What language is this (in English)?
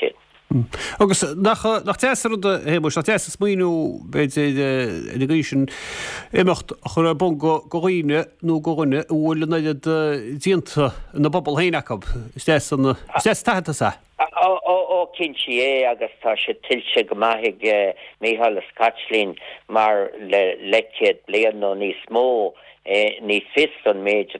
Irish